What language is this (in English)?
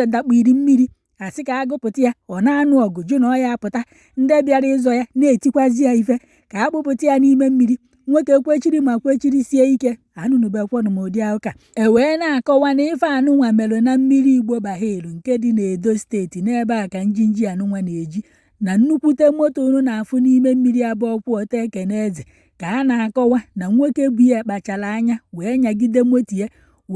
Igbo